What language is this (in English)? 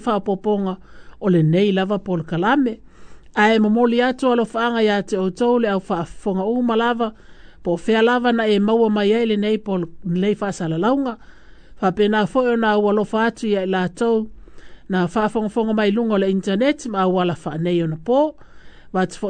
Samoan